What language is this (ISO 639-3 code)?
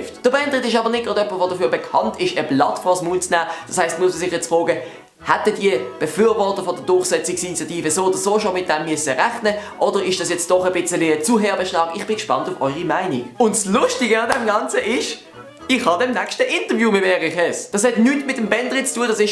gsw